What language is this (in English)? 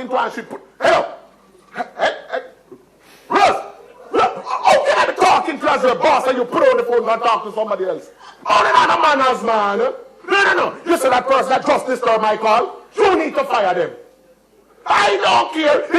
Jamaican Creole English